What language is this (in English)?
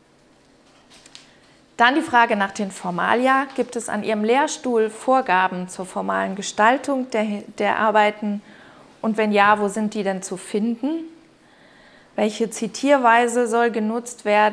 German